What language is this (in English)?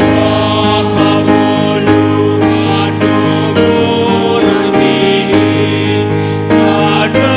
Batak Simalungun